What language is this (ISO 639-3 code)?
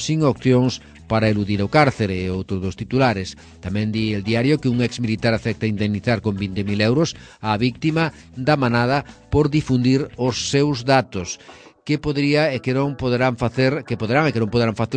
glg